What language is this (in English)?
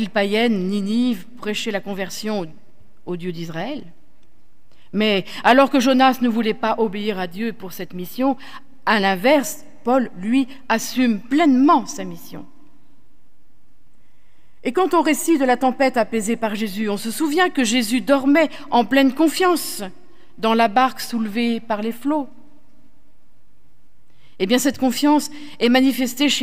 French